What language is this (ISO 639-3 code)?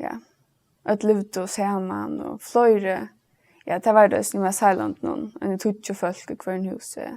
fao